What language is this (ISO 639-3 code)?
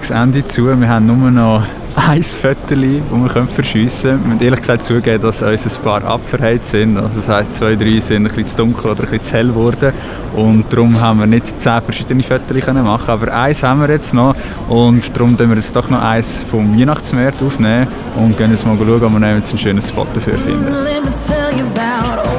gsw